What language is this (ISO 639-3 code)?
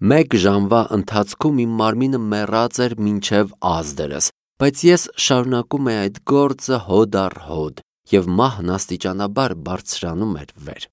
hye